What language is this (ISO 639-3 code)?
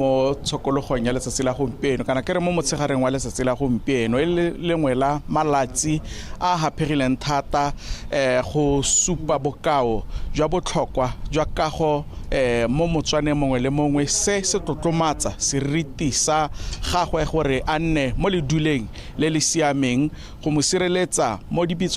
tsn